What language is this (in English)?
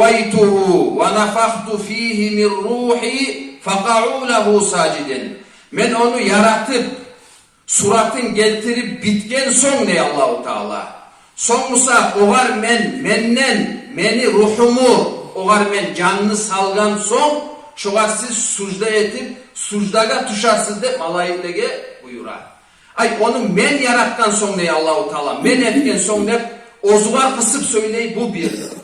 Kumyk